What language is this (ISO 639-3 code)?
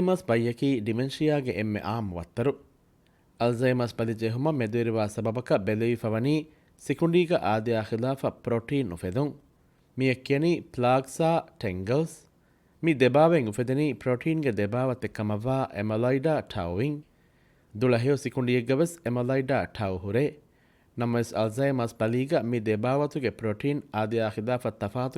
div